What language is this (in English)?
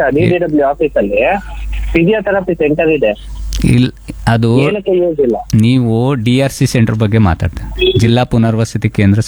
Kannada